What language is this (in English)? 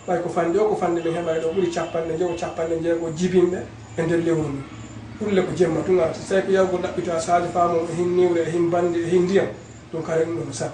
Fula